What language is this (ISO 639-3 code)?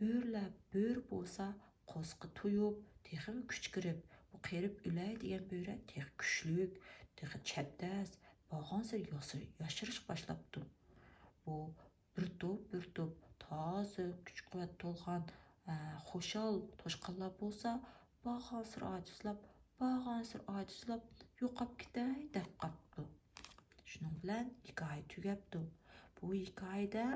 uig